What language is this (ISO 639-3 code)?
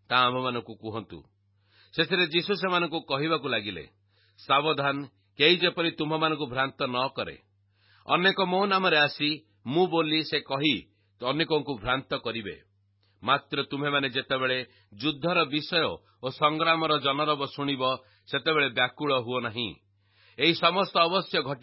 ori